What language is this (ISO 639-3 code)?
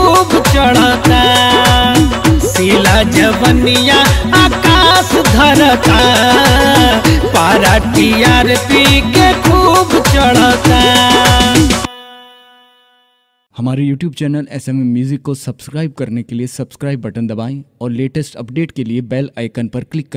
bho